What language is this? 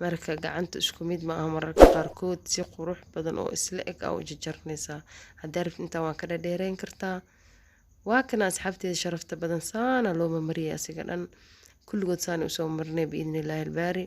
Somali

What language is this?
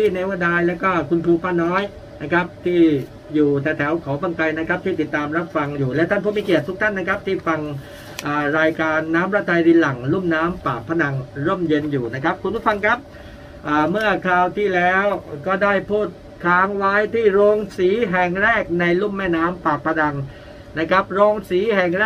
Thai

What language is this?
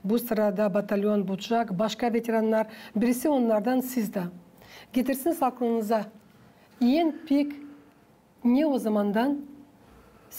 Gagauz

